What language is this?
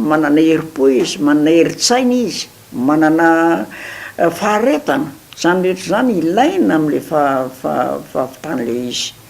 Malagasy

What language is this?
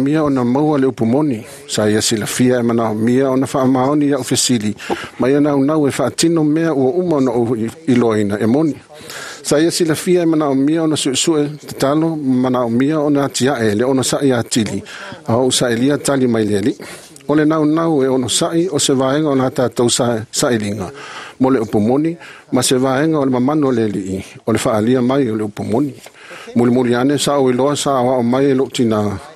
Samoan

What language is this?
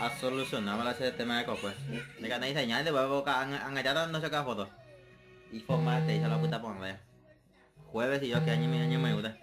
Guarani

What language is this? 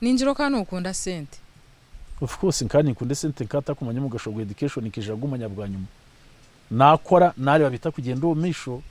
Nyankole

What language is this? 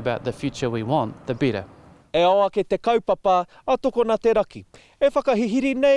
Māori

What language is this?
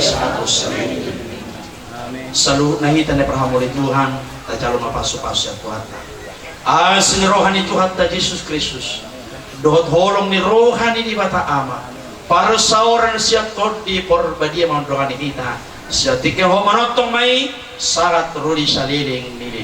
Batak Toba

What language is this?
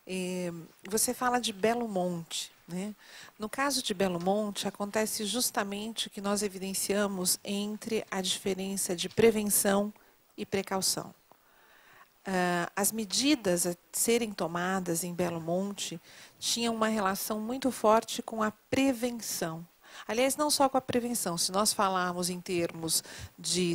Portuguese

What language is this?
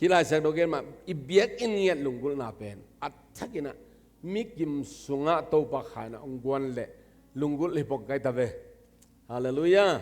Tedim Chin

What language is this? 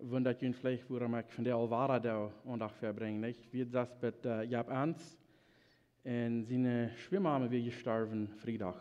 Plautdietsch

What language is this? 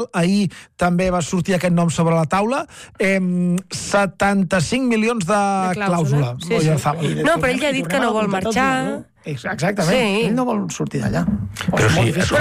Catalan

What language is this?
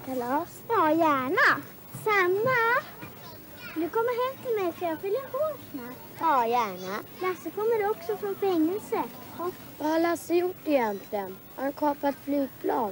Swedish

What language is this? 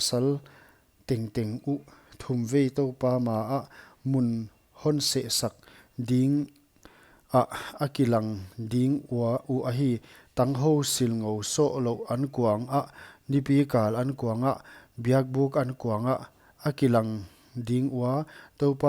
Paite Chin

